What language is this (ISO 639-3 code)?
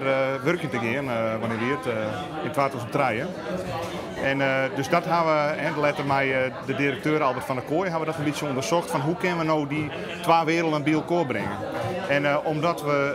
fry